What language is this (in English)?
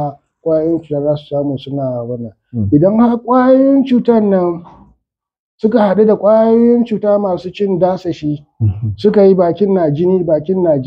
Hausa